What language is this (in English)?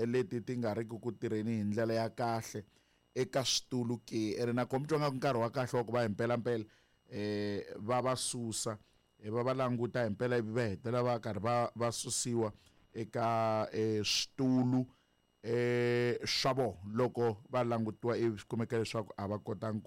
Tsonga